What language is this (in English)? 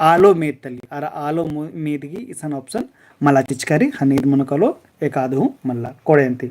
Kurukh